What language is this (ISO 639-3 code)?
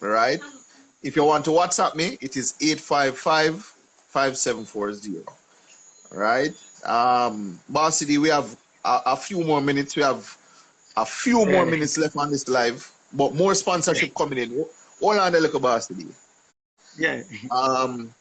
jam